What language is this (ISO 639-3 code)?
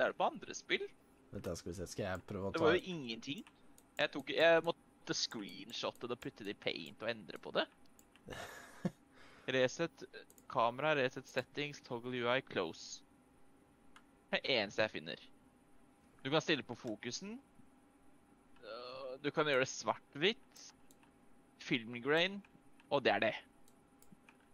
nor